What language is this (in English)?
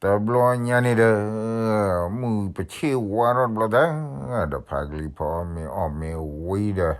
S'gaw Karen